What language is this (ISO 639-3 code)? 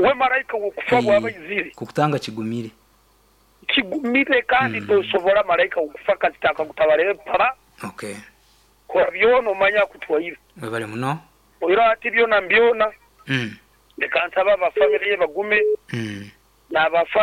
nyo